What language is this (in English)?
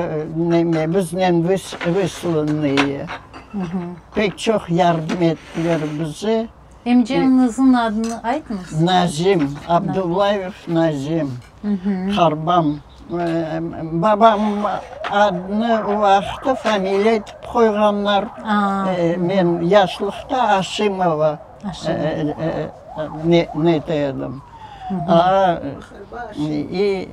Crimean Tatar